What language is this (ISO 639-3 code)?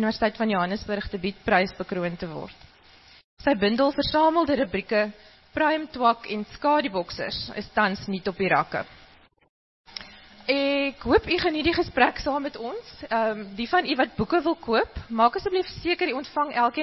afr